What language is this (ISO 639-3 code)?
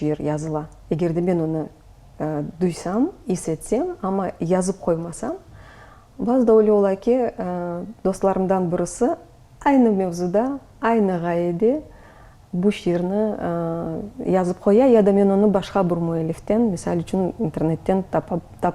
crh